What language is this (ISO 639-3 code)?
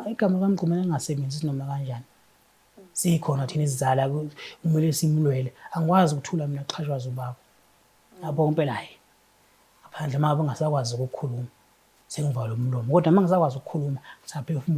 zul